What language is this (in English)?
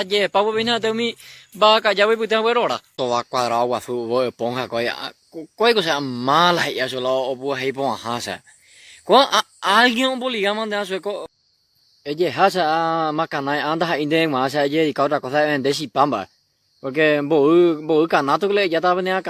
Guarani